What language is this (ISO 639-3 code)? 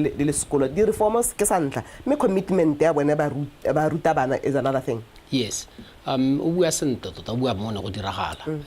tsn